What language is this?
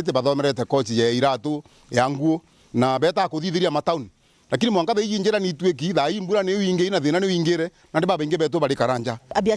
Meru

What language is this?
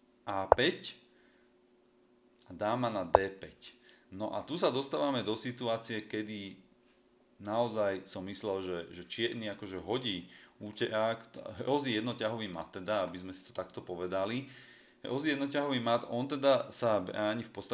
Slovak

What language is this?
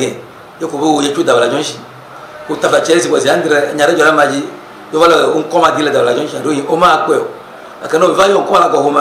Ewe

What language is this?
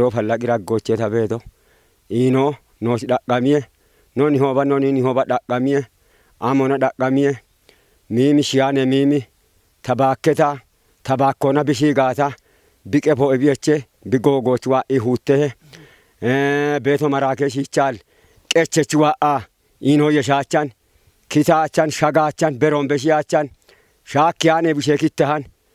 Kafa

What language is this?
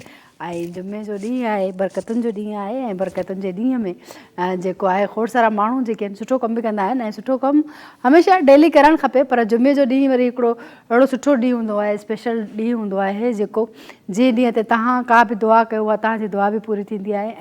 Sindhi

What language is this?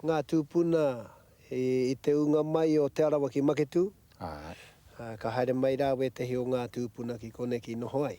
Māori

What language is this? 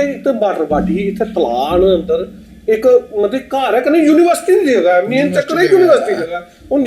Dogri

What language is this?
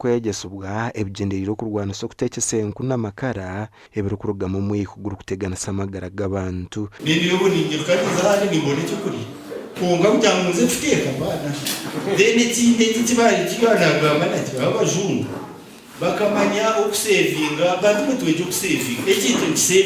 Nyankole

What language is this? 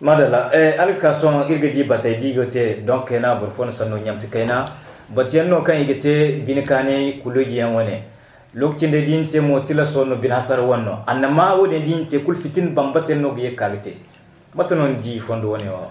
Zarma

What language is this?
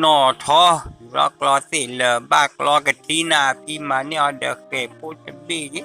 S'gaw Karen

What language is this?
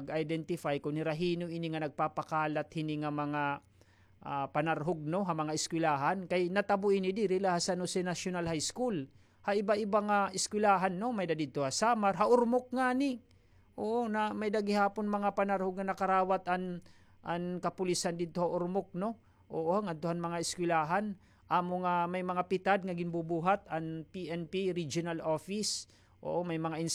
Waray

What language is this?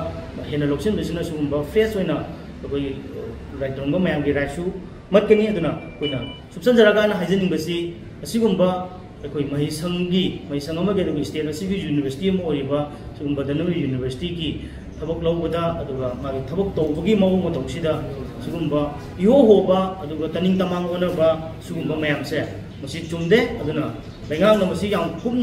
Manipuri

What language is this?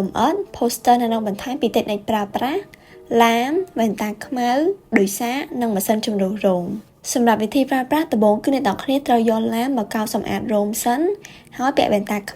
Khmer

